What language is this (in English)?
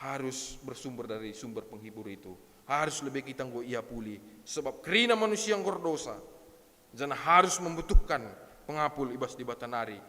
Batak Karo